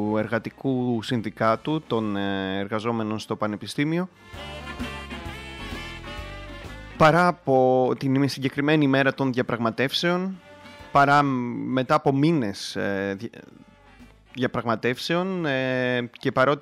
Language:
Greek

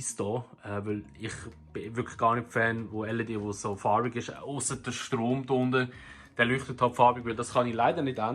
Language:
Swiss German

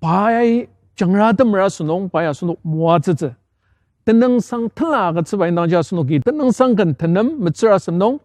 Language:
Ao Naga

